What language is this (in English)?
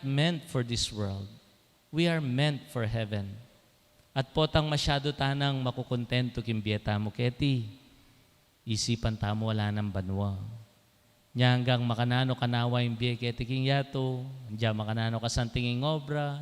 Pampanga